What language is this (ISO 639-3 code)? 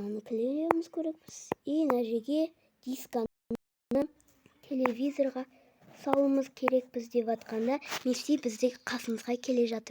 kaz